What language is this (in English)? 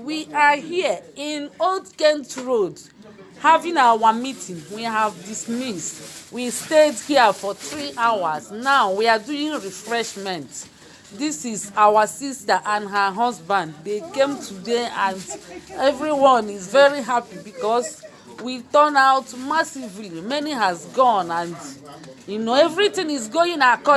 Igbo